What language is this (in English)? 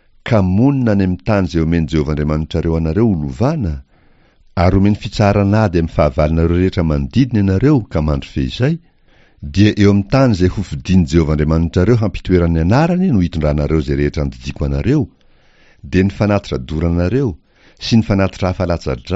Malagasy